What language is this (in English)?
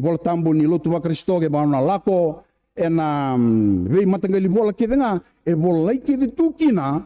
Fijian